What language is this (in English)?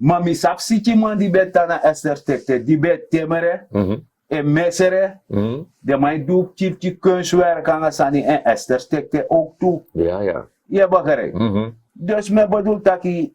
Sranan Tongo